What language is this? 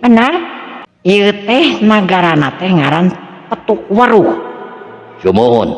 Sundanese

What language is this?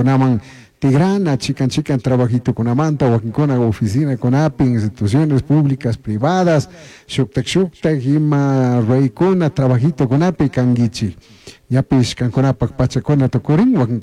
Chimborazo Highland Quichua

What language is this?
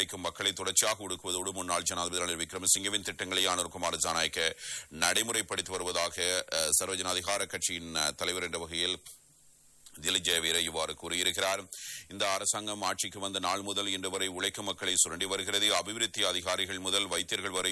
Tamil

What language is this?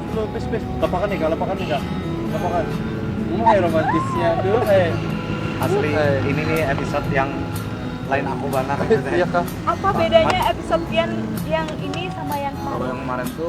Banjar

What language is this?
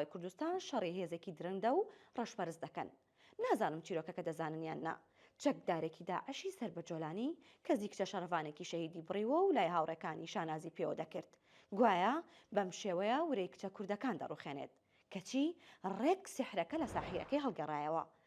Central Kurdish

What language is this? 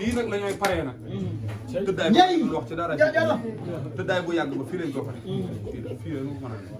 Wolof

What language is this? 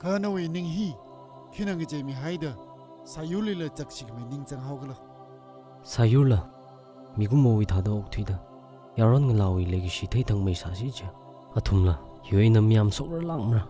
Tangkhul Naga (India)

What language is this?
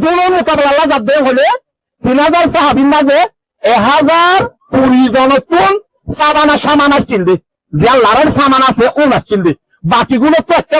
Rohingya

